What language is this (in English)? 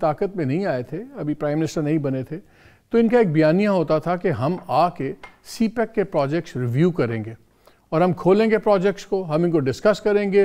Urdu